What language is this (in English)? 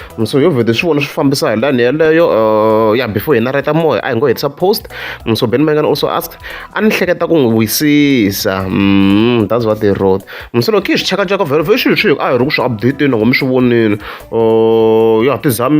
Tsonga